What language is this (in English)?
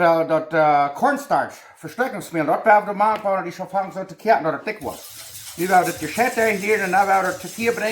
Plautdietsch